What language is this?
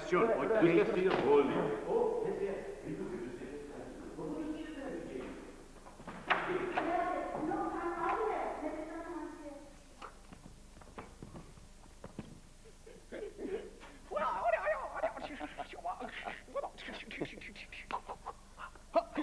Danish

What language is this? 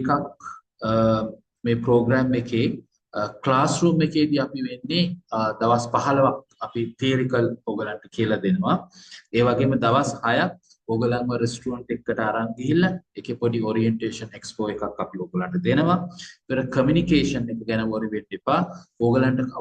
Sinhala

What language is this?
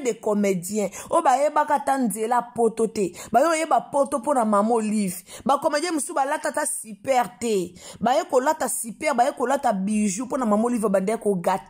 Lingala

